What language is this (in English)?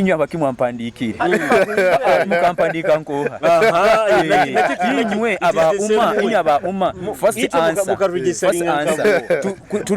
Nyoro